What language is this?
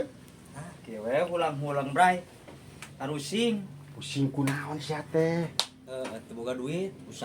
Sundanese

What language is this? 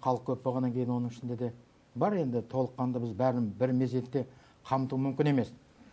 Kazakh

